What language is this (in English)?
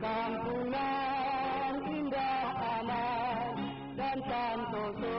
Minangkabau